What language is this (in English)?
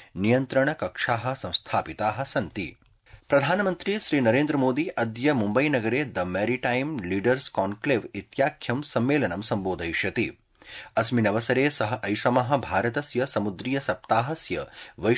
Sanskrit